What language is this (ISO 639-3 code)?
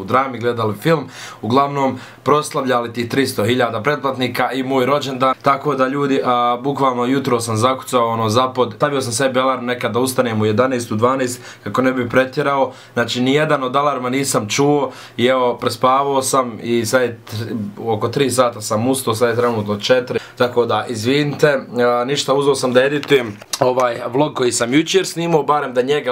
bos